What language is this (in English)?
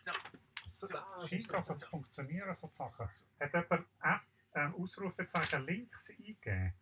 Swiss German